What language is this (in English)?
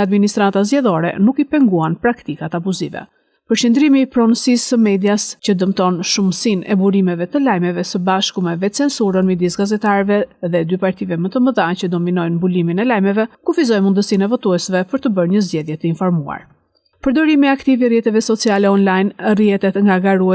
Albanian